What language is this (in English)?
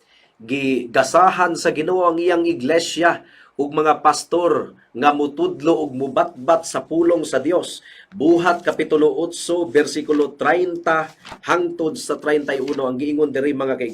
Cebuano